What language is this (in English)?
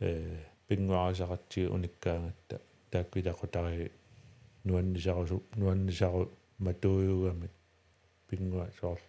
Kalaallisut